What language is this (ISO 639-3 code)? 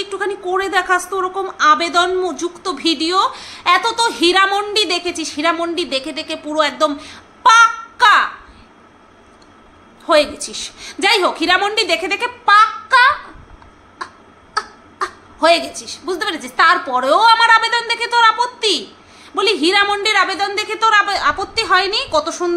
ben